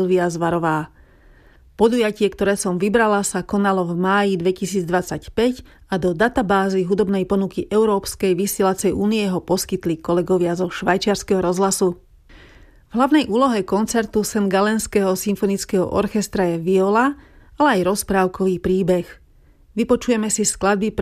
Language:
Slovak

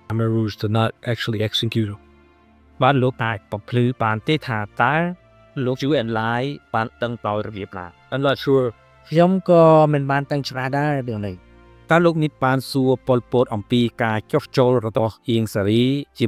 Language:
Khmer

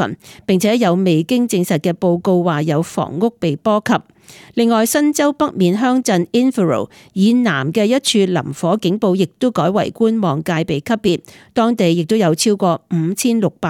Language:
Cantonese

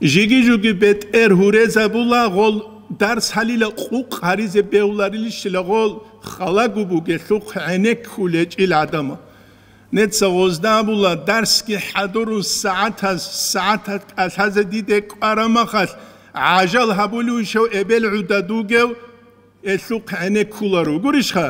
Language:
Avaric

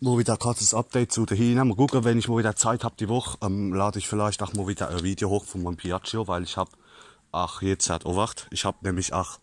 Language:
Palatine German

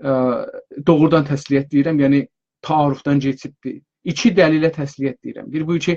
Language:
South Azerbaijani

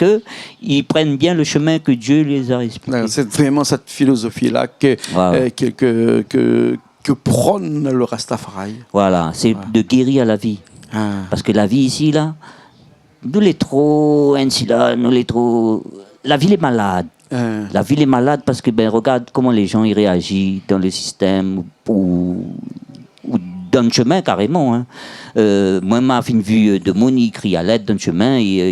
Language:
Réunion Creole French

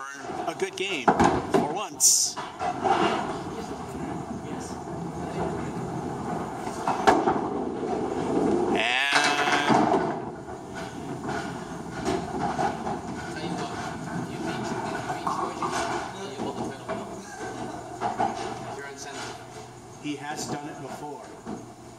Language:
English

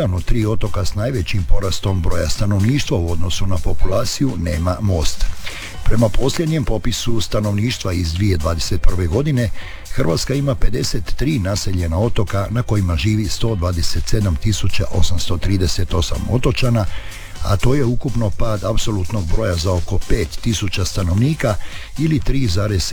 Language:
Croatian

